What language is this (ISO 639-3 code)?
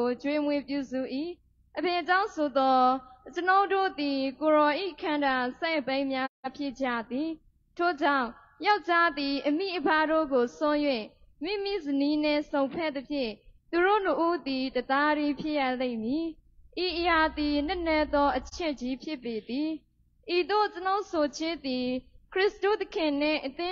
mya